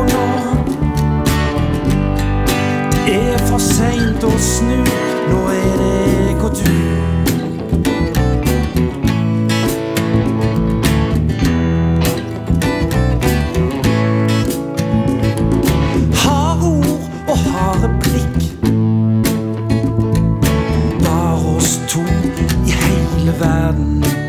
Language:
Norwegian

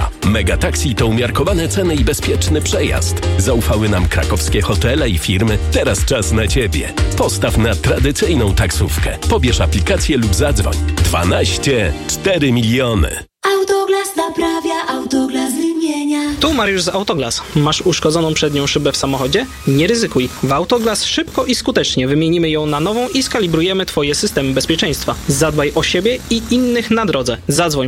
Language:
Polish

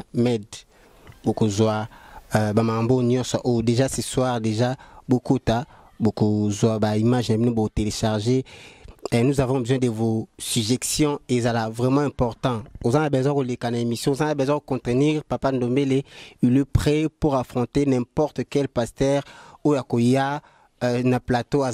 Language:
Lingala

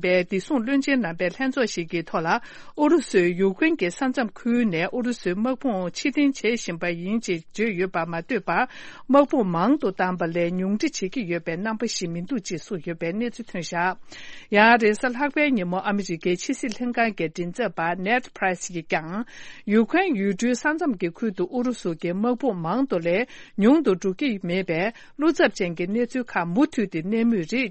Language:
Tibetan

